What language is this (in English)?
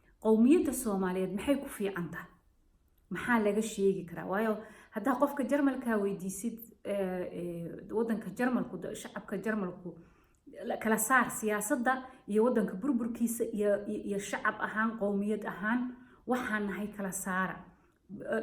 Somali